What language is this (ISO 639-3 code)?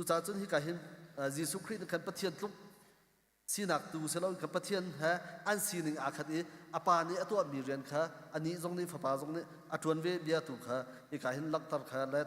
cnh